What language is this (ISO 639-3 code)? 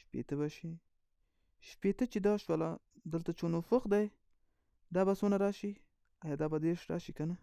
pus